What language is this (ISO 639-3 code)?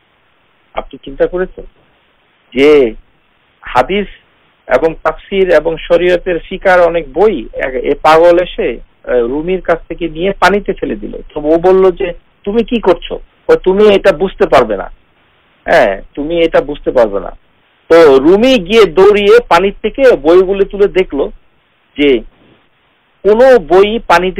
ben